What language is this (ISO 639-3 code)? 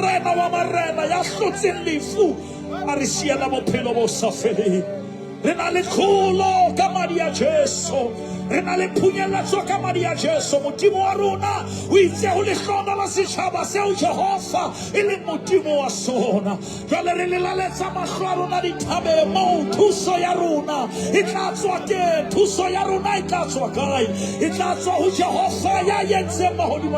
sot